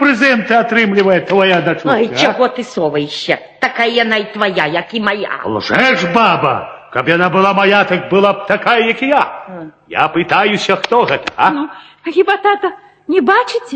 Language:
Belarusian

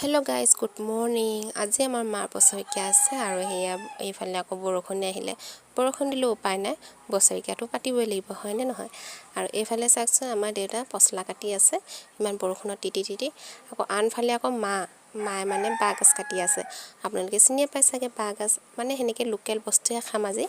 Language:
Assamese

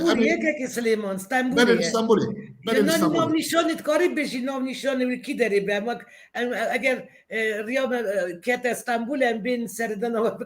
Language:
Kurdish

